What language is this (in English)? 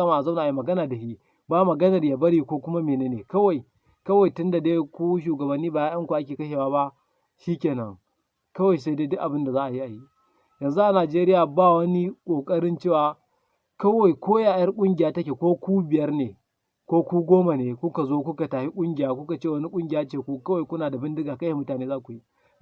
Hausa